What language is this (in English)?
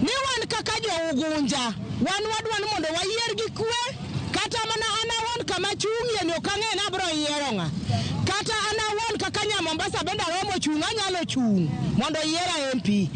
Luo (Kenya and Tanzania)